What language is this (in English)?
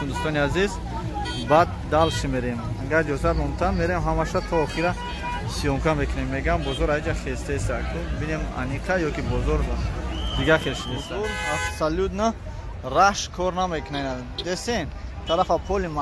Tajik